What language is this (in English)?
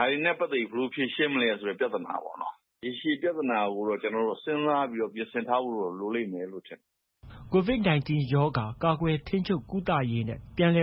Burmese